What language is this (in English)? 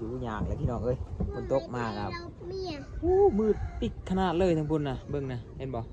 Lao